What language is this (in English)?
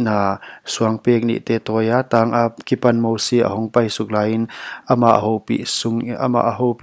Paite Chin